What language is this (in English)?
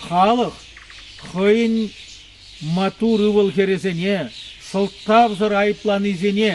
Chuvash